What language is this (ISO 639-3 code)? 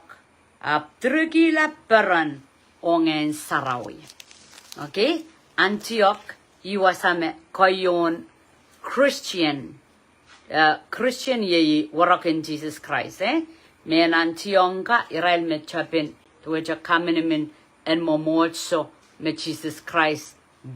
pon